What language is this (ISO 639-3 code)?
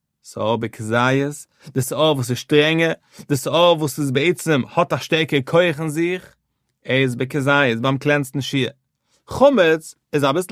yid